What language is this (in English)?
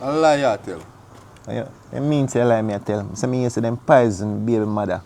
Jamaican Creole English